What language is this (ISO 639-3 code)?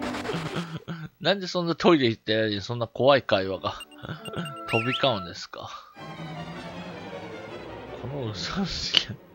jpn